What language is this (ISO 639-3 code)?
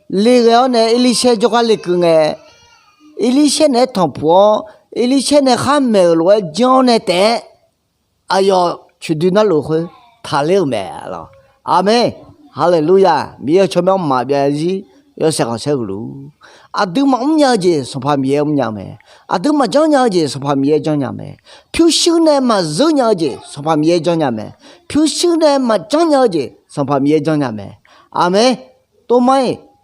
ahk